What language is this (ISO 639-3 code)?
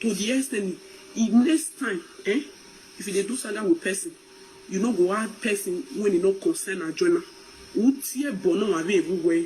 pcm